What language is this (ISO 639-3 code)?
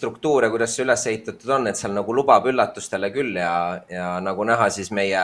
est